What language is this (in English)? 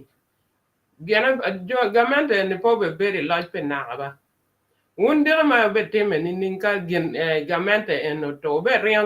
Acoli